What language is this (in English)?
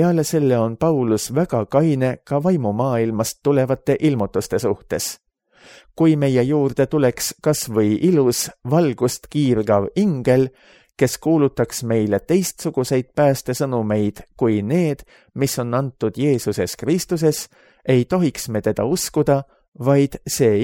Estonian